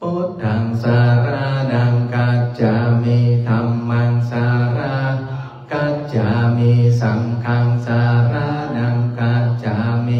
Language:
Pali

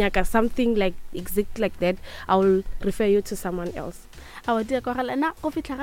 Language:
Northern Sotho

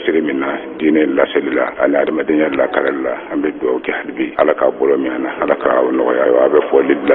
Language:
Bambara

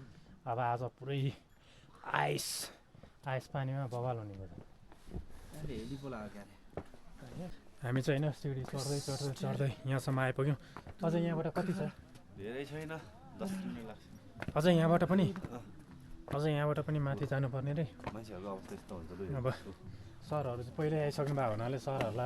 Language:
Nepali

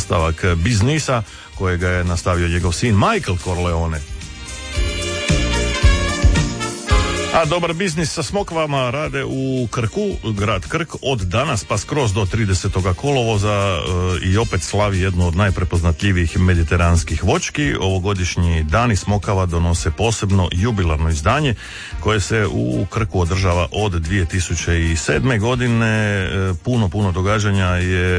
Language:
Croatian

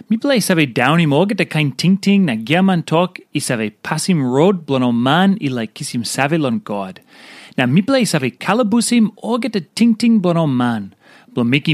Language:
Tok Pisin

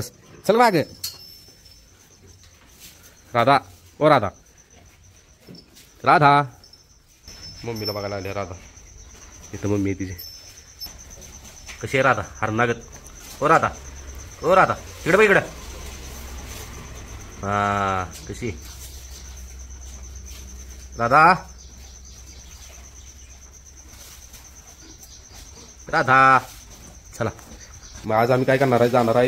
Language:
Marathi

